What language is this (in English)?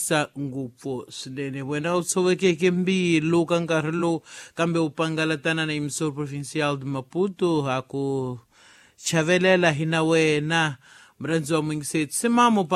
Tsonga